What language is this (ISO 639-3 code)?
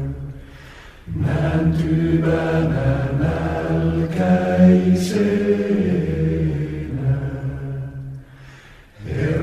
est